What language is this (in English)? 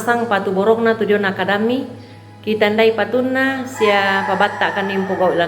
Toraja-Sa'dan